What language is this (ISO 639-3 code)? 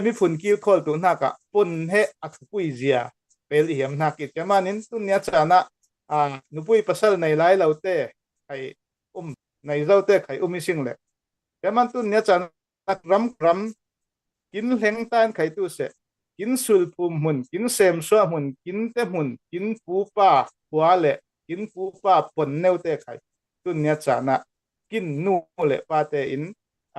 cfm